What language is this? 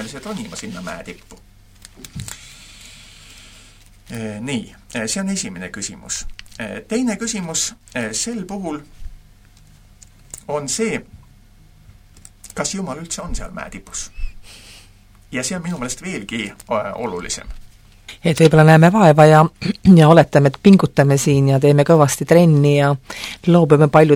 Estonian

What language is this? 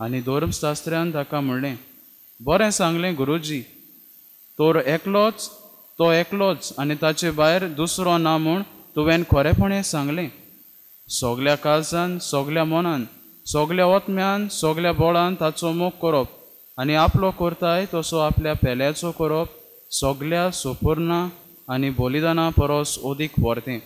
Konkani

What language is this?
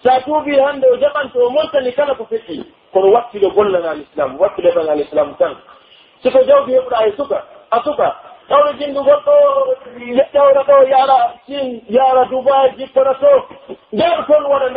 Pular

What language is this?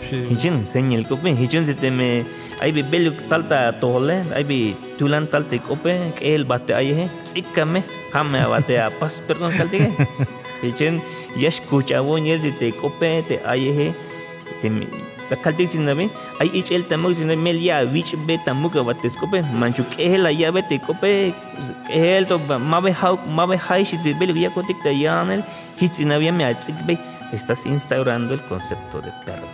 Tzeltal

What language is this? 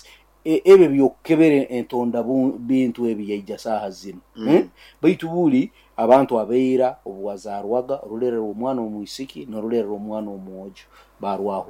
Nyoro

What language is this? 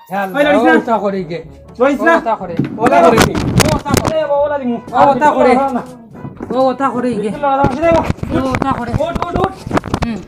Sylheti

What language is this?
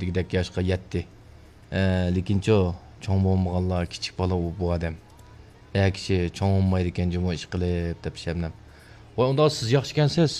Uyghur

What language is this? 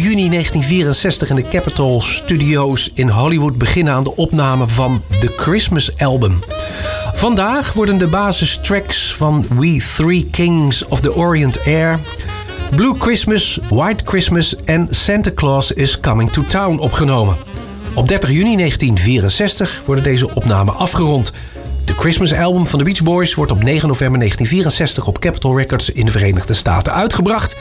Dutch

